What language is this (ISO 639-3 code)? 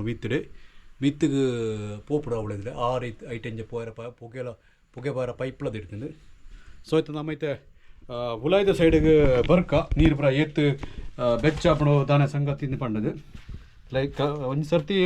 tcy